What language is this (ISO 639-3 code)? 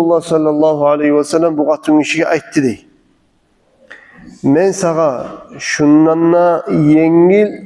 kum